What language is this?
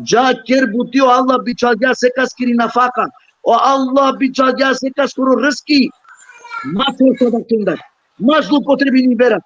Balkan Romani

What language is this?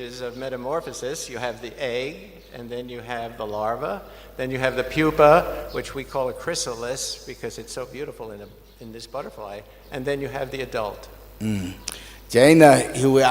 Tangkhul Naga (India)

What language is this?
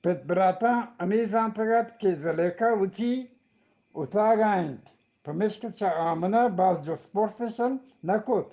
Eastern Balochi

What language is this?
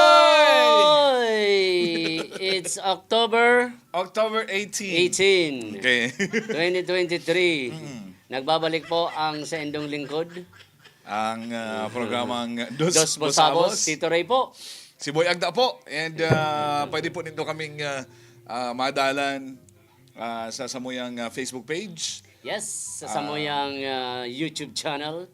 Bikol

